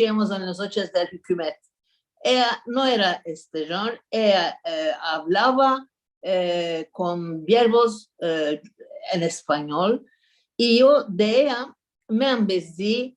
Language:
Ladino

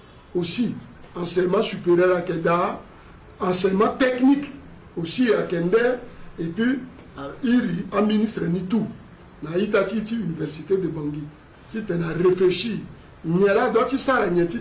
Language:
Sango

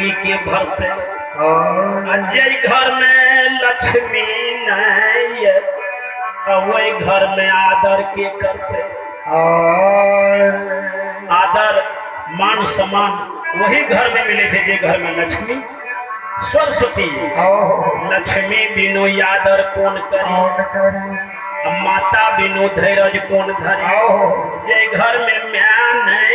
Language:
Maithili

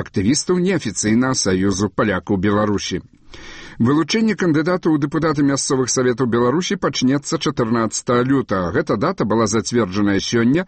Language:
Belarusian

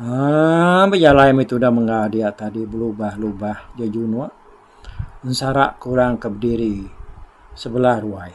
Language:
Iban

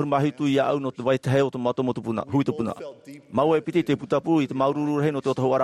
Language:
Tahitian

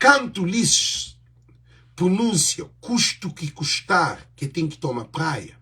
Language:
Kabuverdianu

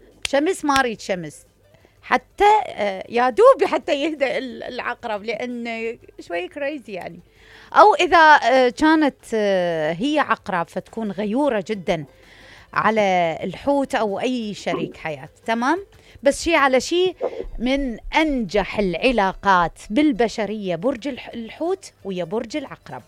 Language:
Mesopotamian Arabic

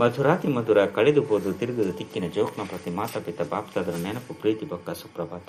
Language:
Tulu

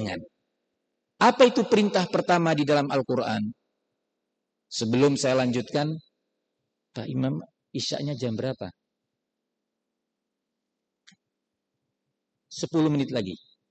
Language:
Indonesian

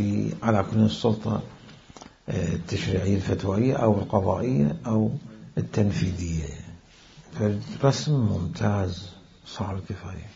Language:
Mesopotamian Arabic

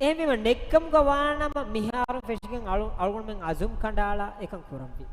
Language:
Divehi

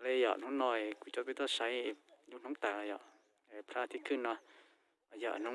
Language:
Hmong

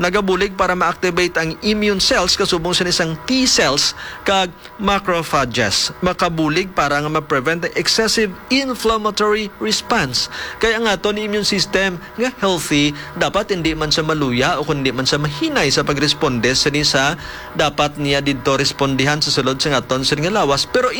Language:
Hiligaynon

